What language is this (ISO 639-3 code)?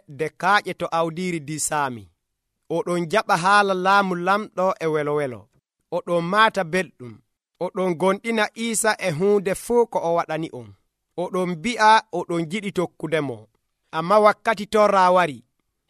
fuv